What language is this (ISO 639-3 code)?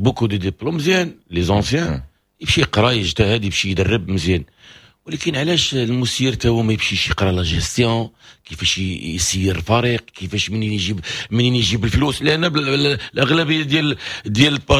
ary